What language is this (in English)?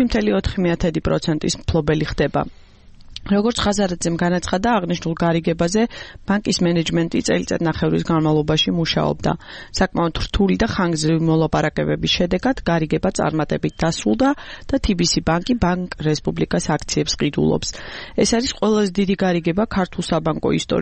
Georgian